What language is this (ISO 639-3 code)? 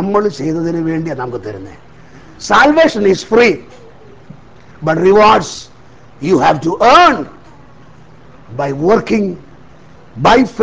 mal